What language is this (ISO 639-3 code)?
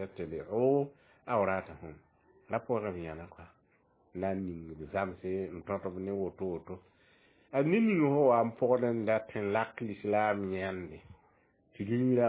mos